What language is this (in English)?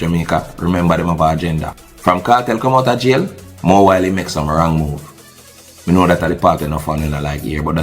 Jamaican Creole English